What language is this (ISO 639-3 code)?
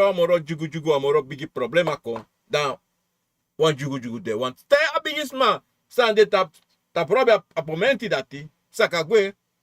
srn